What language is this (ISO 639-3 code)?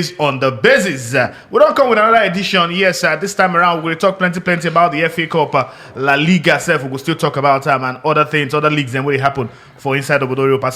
pcm